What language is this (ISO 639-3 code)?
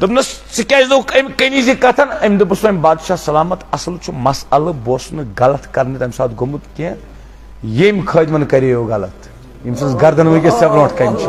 kas